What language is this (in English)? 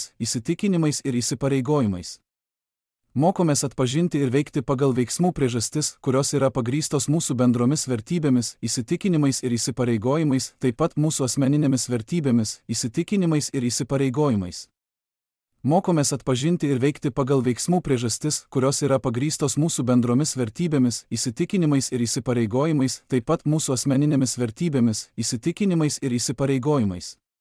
Lithuanian